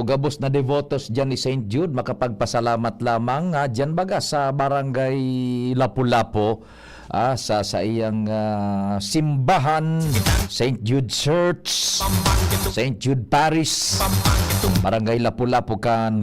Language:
Bikol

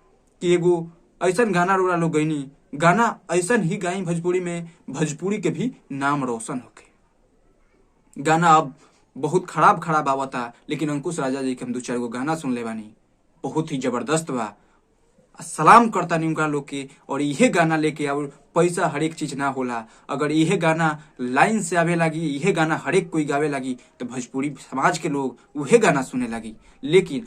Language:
Bhojpuri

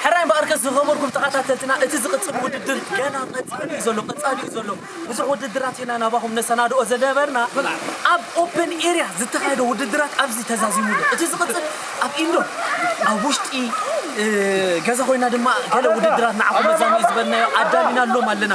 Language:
Tigrinya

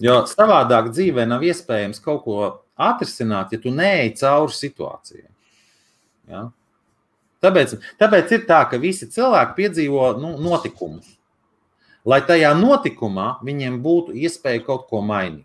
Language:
Latvian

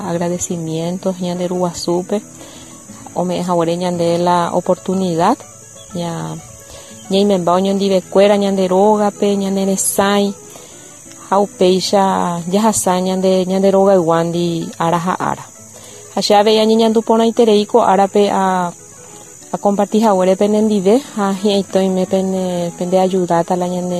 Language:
Guarani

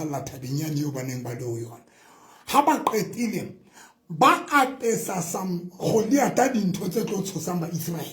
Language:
Southern Sotho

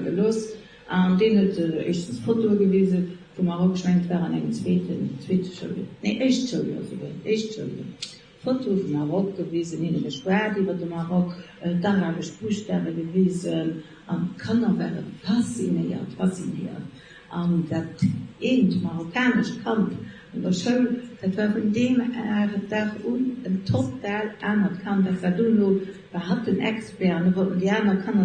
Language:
Luxembourgish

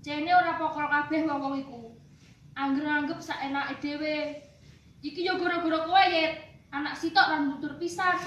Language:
Javanese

